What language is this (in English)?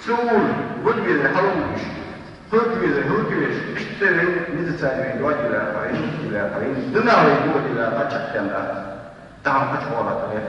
Ingush